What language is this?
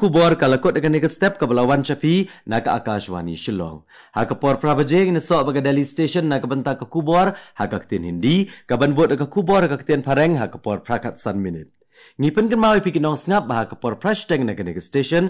Khasi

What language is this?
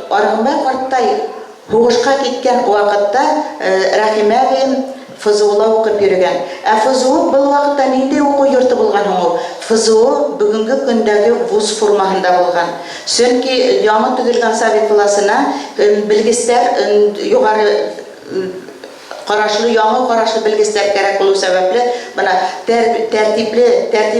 Bashkir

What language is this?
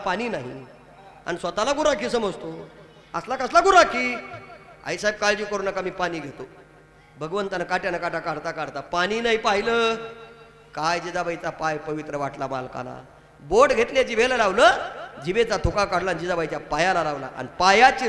Marathi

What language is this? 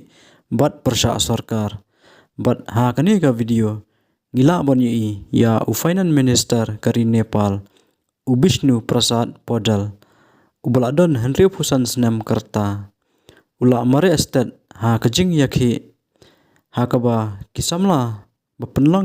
Khasi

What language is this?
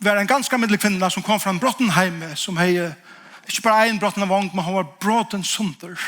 Faroese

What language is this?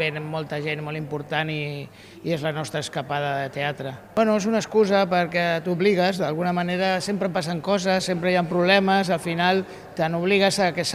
Catalan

